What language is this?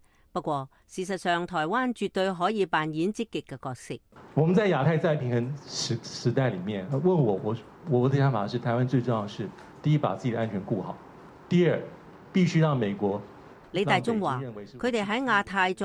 Cantonese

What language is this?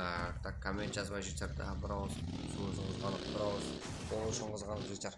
Kara-Kalpak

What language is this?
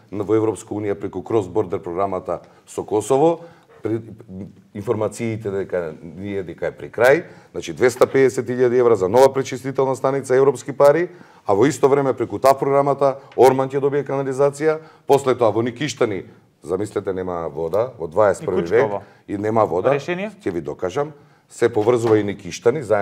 Macedonian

